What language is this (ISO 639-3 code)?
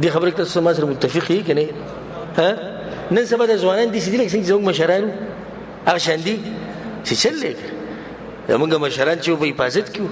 pus